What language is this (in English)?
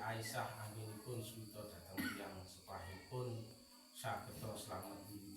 Javanese